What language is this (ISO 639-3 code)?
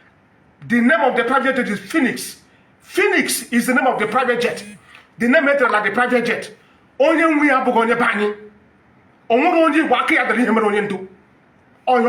ibo